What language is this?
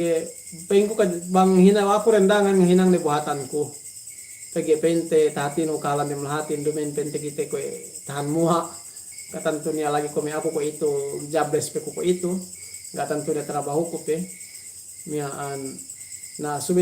Yakan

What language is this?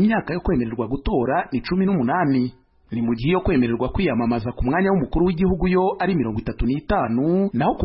Kinyarwanda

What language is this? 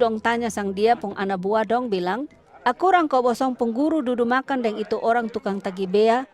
Kupang Malay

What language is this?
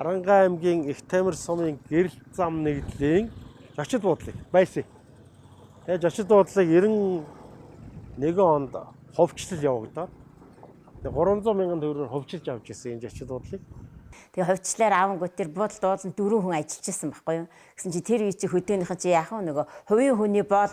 Mongolian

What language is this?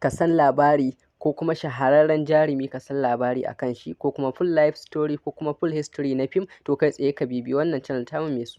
Hausa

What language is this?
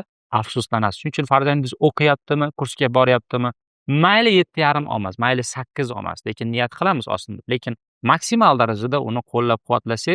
Uzbek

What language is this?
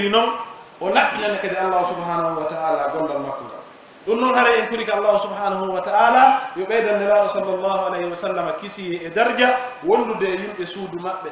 Pular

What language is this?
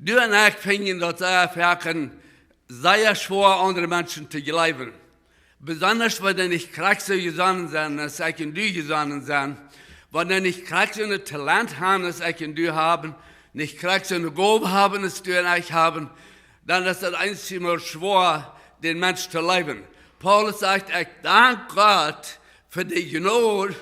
Plautdietsch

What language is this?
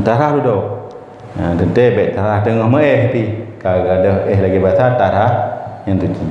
Achinese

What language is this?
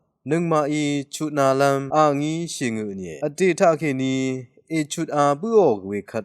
Rawang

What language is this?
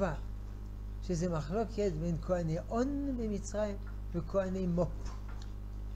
Hebrew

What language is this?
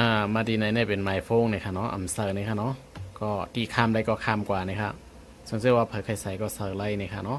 Shan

